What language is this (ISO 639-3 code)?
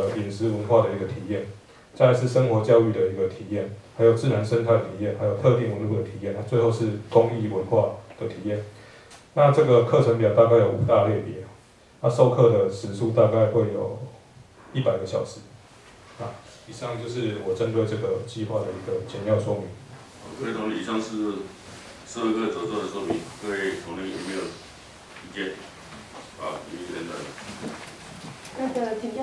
zho